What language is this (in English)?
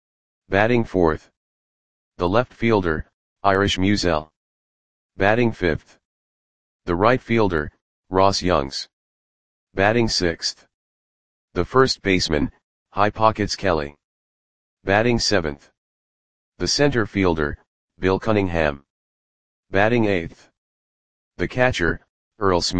English